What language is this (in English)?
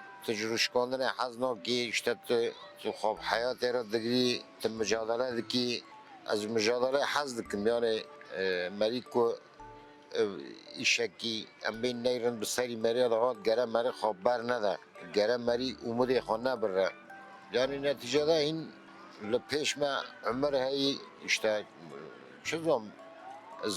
Kurdish